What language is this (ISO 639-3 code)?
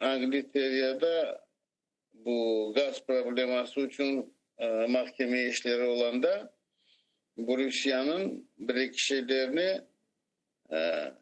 crh